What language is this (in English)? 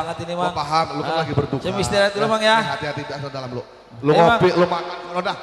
Betawi